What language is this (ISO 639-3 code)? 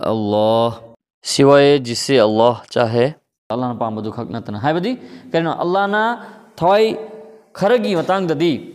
brh